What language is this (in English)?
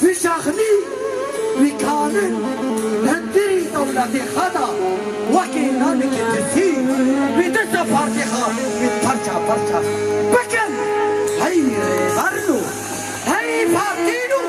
Kurdish